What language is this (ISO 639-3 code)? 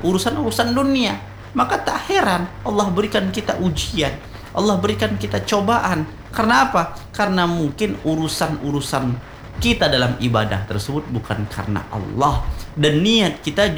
ind